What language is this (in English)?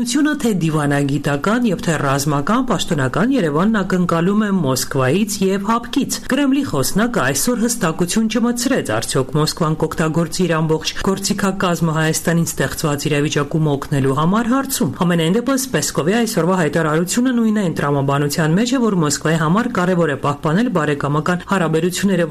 Armenian